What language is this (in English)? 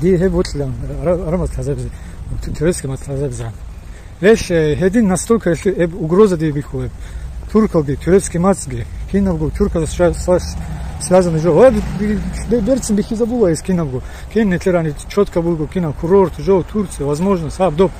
Avaric